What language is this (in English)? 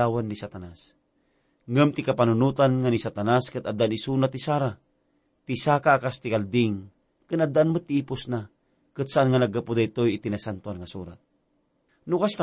Iloko